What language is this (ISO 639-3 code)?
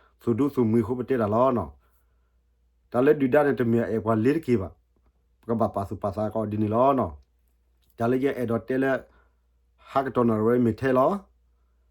ksw